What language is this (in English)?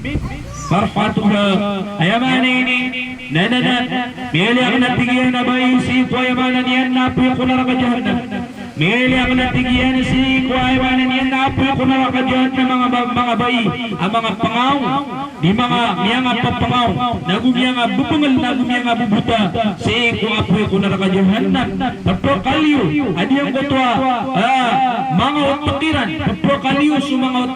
Maranao